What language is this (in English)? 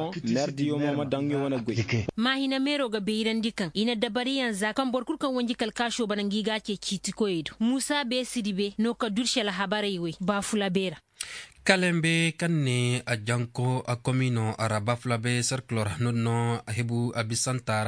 Zarma